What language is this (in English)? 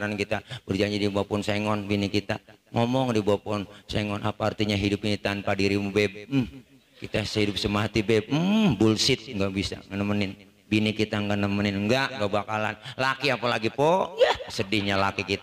Betawi